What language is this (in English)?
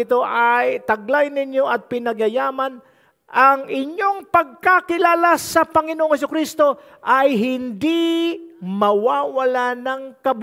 Filipino